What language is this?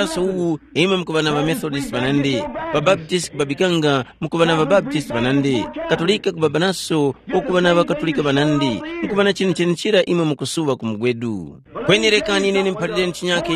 Tumbuka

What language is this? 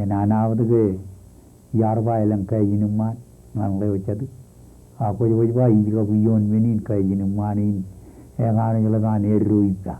Marshallese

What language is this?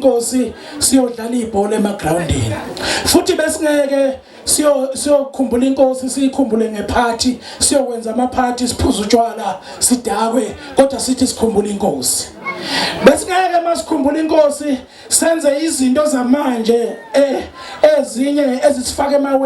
Zulu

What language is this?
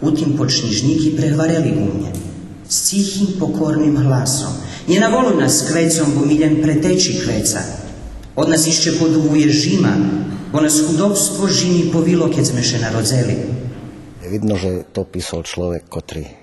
Rusyn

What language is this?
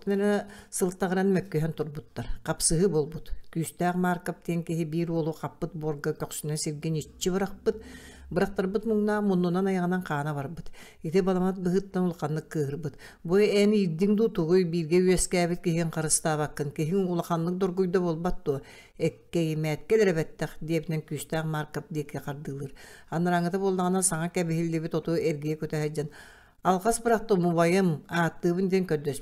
Yakut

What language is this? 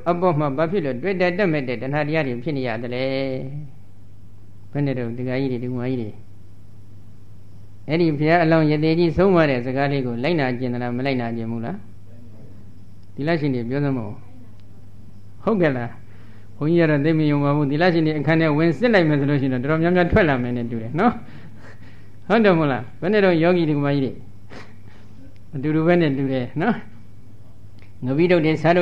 Burmese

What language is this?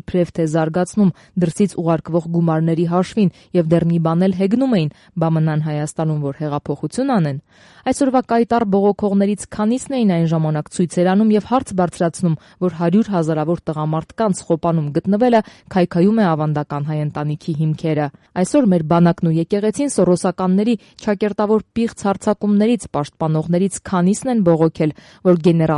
Armenian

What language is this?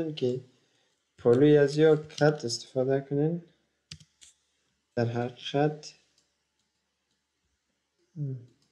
Persian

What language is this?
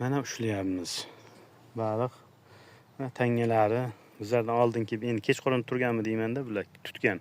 Uzbek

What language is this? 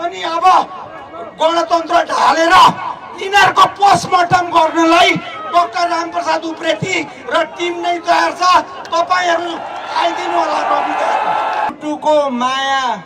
Nepali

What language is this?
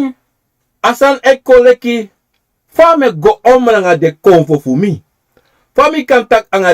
Sranan Tongo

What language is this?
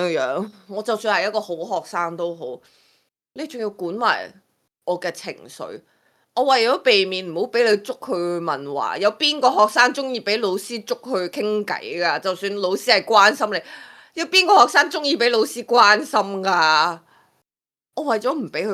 Cantonese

